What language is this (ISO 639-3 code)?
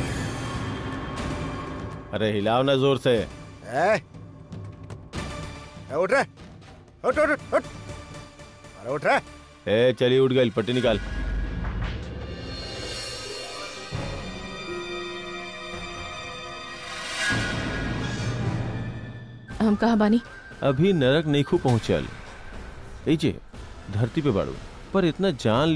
bho